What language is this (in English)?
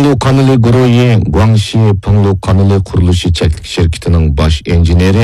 Uyghur